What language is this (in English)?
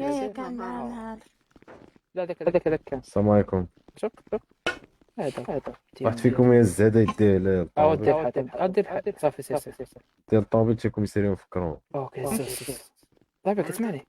Moroccan Arabic